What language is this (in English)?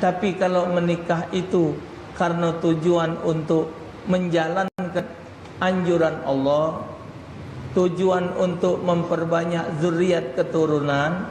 Musi